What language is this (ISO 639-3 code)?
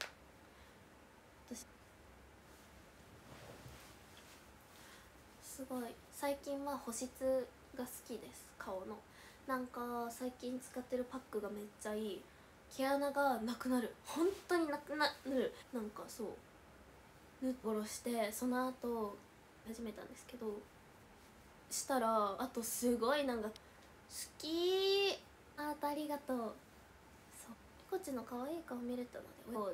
jpn